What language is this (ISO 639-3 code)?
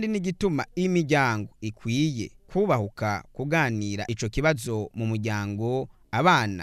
run